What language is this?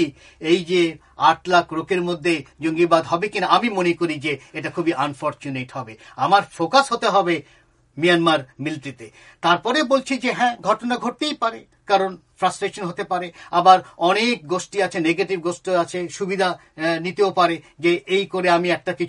Bangla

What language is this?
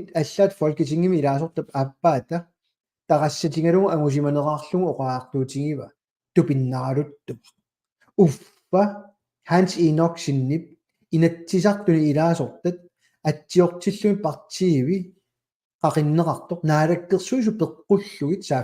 Kalaallisut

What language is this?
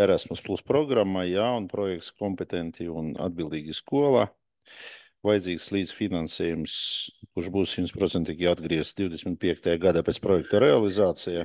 Latvian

